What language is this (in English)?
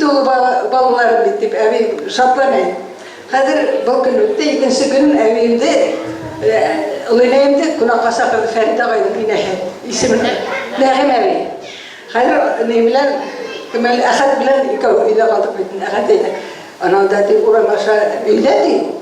Bashkir